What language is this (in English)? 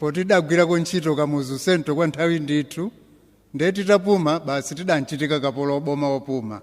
Nyanja